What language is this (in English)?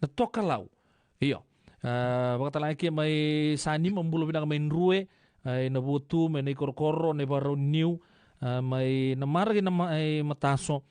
Fijian